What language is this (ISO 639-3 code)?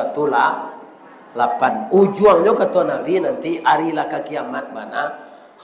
min